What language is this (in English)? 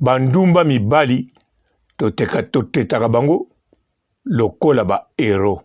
Lingala